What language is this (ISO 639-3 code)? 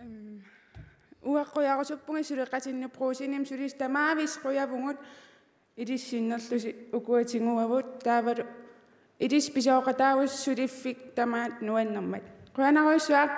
kal